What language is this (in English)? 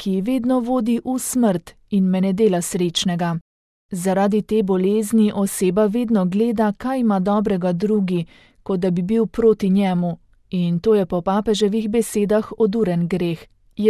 Slovenian